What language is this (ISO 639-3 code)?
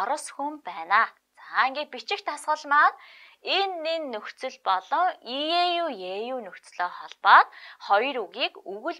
mon